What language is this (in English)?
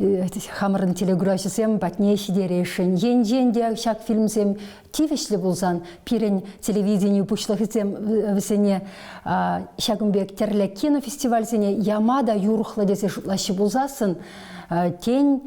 Chuvash